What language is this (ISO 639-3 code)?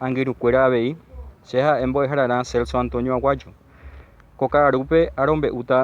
grn